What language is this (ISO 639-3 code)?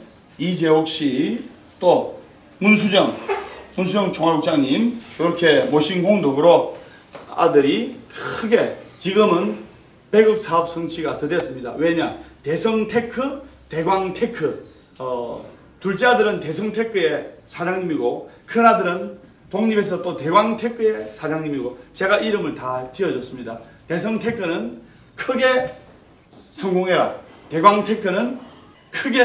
kor